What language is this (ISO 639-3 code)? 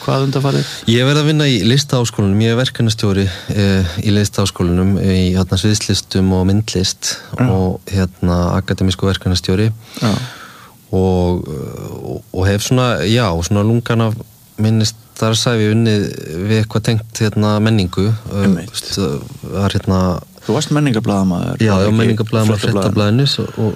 isl